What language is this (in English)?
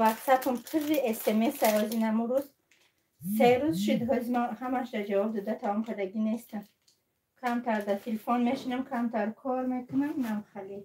Tajik